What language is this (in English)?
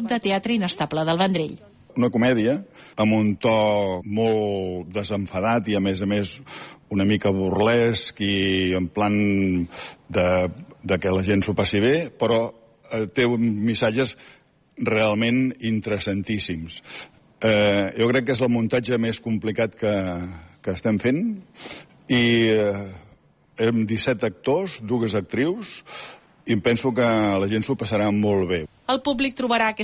Catalan